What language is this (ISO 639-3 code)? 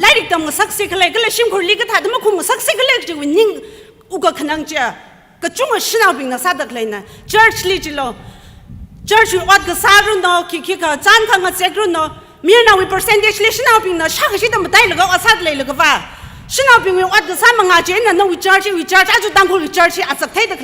nmf